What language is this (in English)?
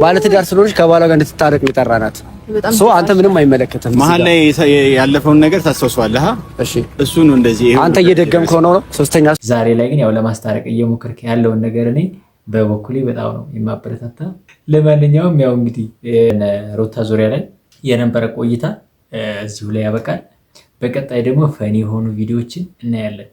Amharic